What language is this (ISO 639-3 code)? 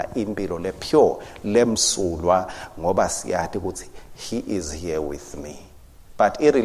ssw